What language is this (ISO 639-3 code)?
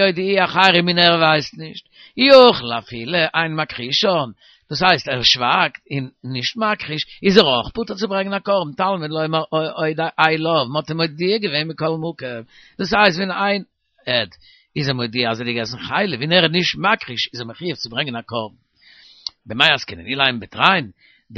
yid